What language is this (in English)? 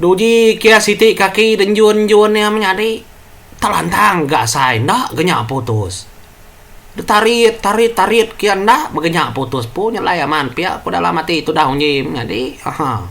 Iban